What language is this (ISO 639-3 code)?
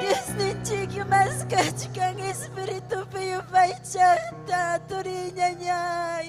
quy